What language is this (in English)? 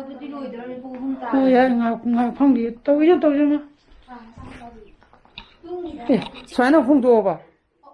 Manipuri